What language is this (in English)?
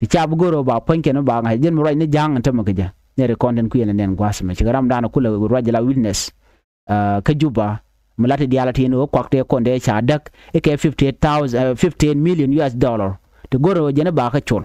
Nuer